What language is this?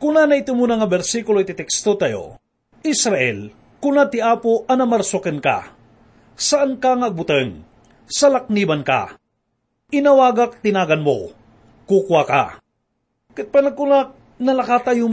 Iloko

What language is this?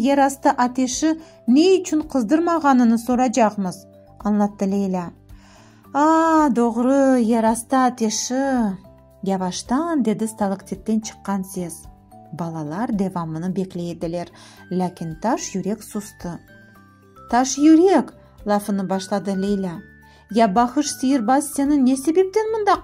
Crimean Tatar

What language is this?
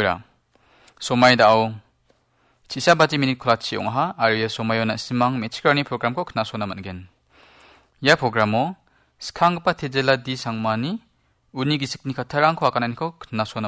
Garo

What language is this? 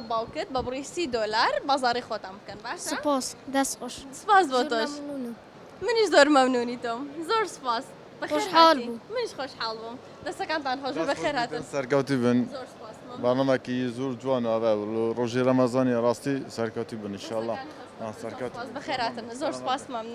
Central Kurdish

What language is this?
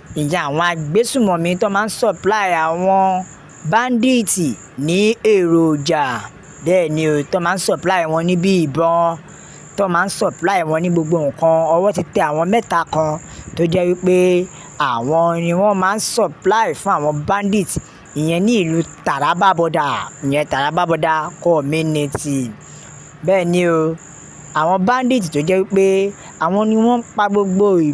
Yoruba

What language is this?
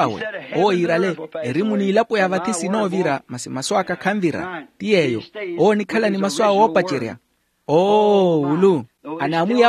Makhuwa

